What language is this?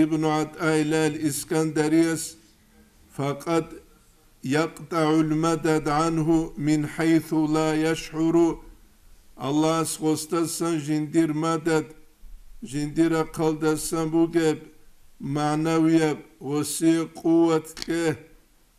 Avaric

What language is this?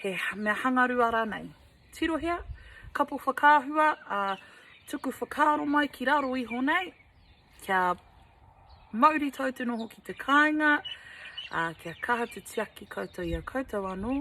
Māori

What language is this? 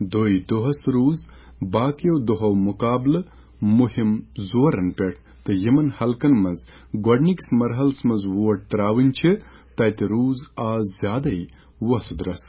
Kashmiri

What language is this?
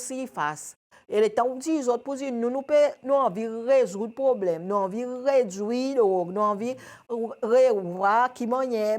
Seselwa Creole French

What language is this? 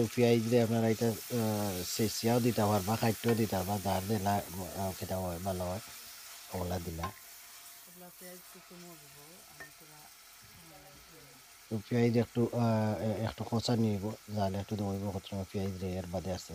Sylheti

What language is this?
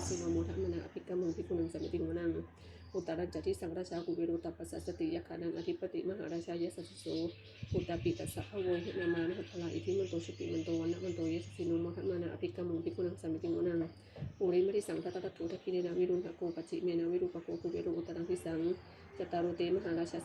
Pali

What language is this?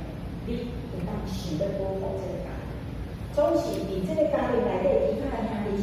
Min Nan Chinese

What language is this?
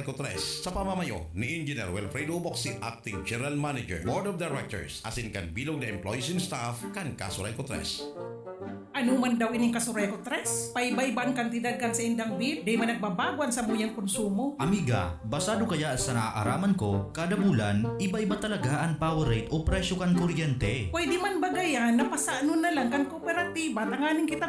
Bikol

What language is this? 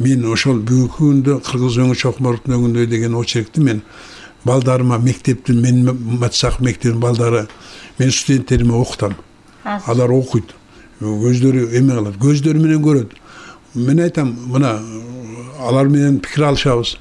Kyrgyz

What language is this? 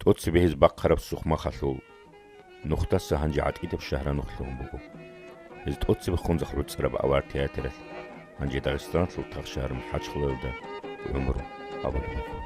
Avaric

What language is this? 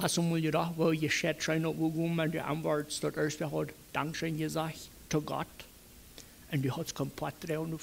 Plautdietsch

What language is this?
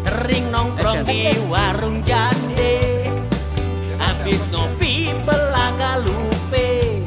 Betawi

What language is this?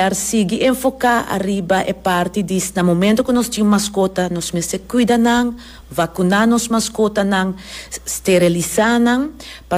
Papiamento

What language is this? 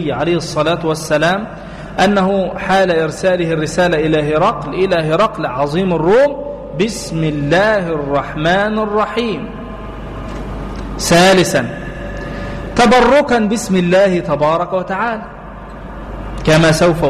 Arabic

